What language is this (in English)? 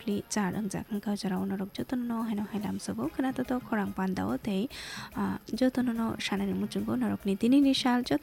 Kok Borok